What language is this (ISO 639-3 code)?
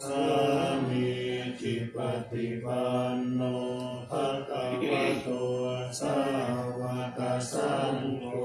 pli